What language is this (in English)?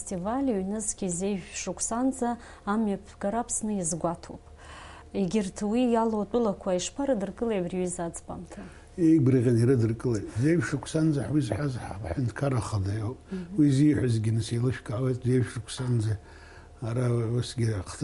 Abkhazian